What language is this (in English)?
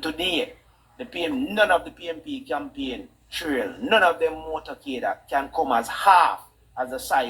Jamaican Creole English